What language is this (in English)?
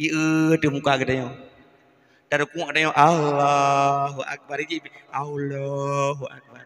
Achinese